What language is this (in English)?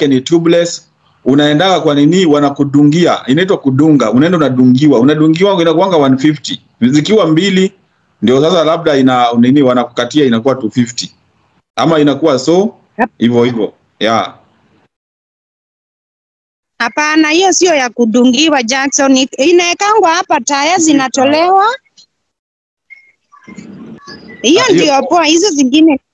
Swahili